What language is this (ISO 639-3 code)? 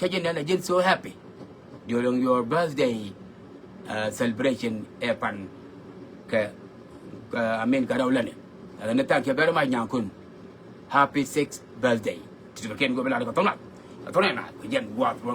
nus